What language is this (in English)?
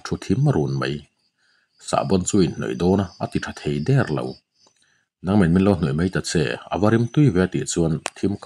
Mizo